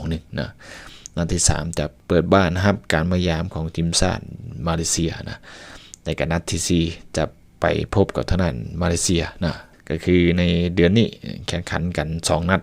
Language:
Lao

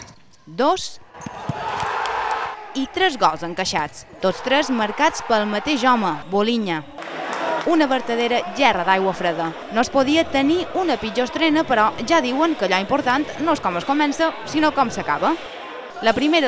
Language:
Catalan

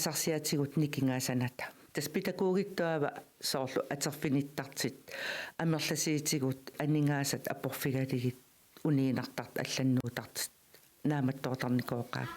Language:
Kalaallisut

